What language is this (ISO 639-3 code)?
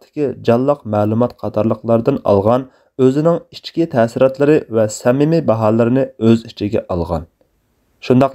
uig